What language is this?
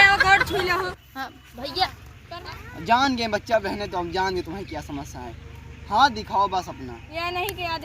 Awadhi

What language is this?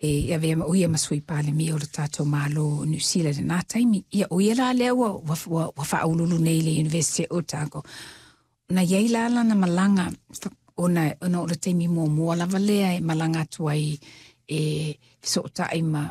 Samoan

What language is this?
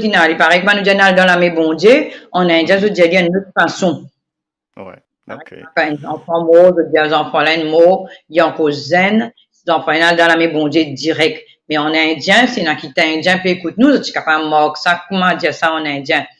Morisyen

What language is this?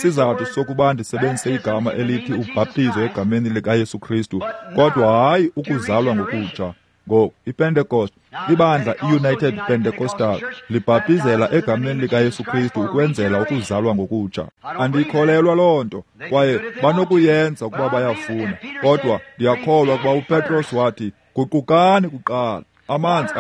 Xhosa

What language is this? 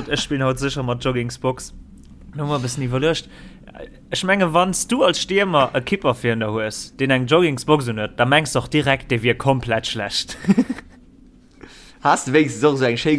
Luxembourgish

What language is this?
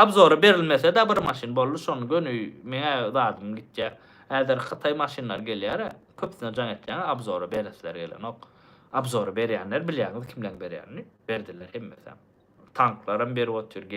Turkmen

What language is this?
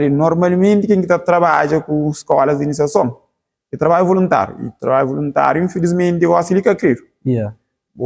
Kabuverdianu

